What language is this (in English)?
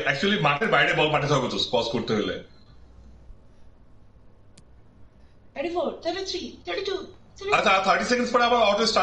Bangla